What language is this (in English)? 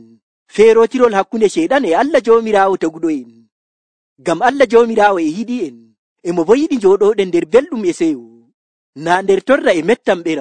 Nigerian Fulfulde